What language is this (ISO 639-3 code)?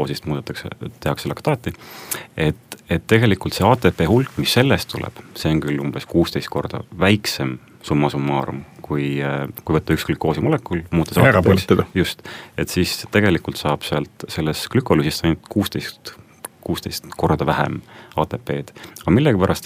est